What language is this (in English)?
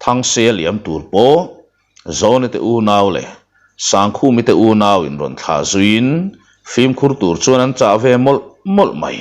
Mizo